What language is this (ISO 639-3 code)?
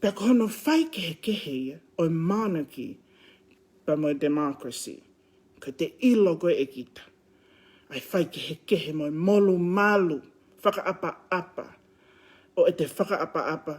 ton